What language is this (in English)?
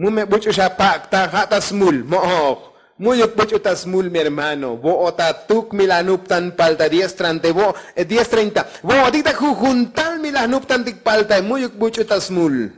Tzotzil